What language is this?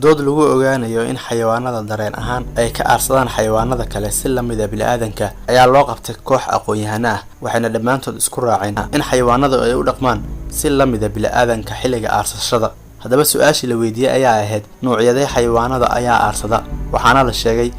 Somali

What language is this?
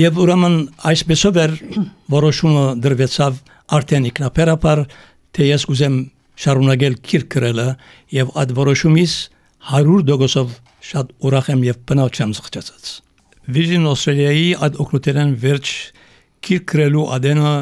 Armenian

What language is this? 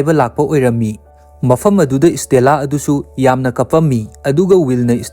Manipuri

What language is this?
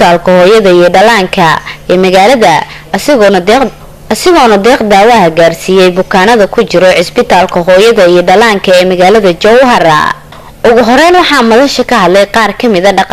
Somali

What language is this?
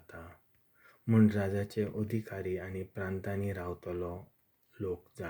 Konkani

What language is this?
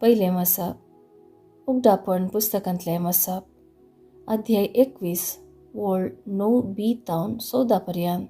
Konkani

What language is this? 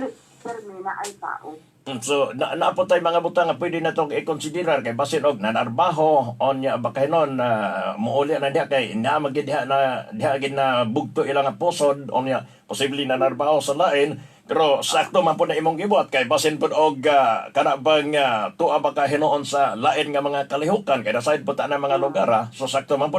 Cebuano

